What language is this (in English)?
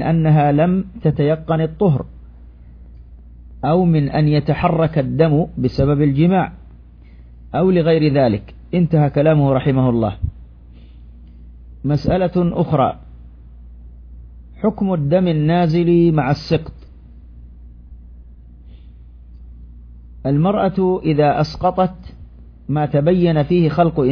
Arabic